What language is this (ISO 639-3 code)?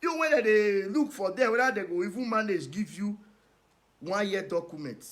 pcm